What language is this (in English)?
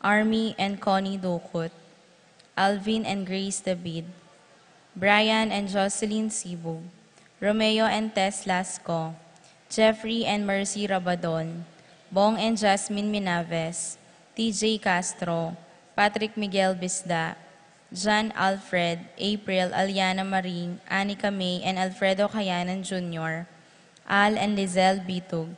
Pampanga